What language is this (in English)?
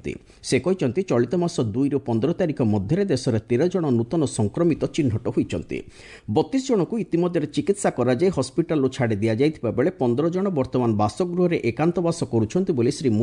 Odia